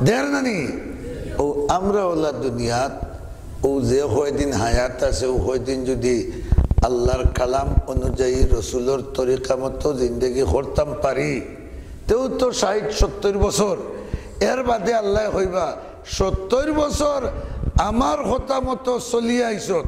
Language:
Sylheti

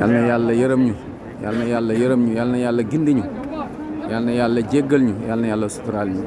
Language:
Wolof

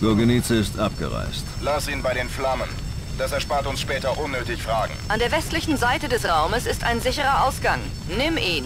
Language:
Bavarian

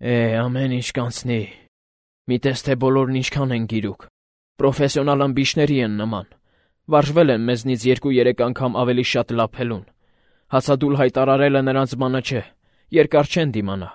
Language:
Armenian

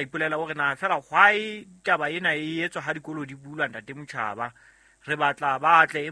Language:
Southern Sotho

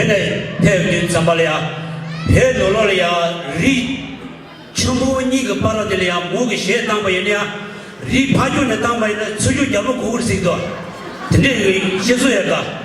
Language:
Tibetan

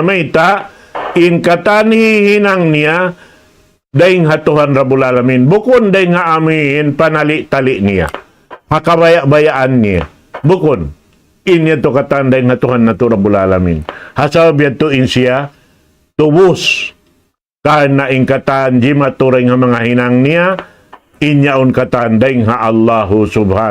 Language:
Tausug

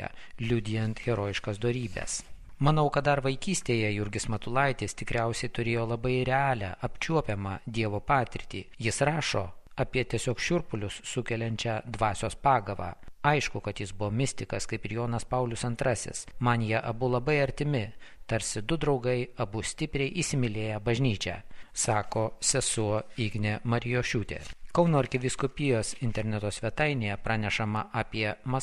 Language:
Lithuanian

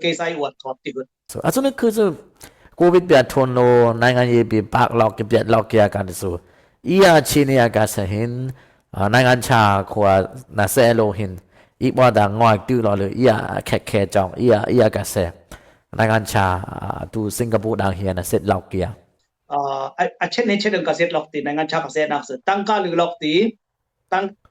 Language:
Dimasa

